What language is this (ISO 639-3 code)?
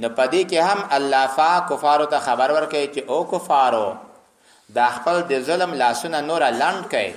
pus